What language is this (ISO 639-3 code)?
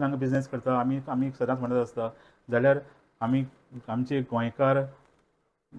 kok